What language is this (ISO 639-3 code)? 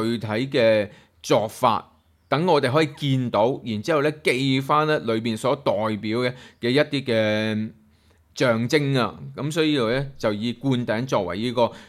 yue